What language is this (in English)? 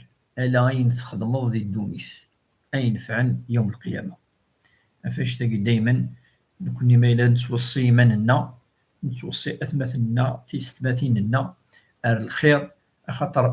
Kabyle